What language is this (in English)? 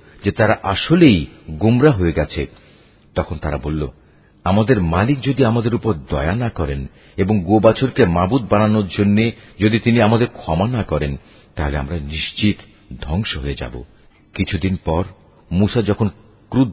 Bangla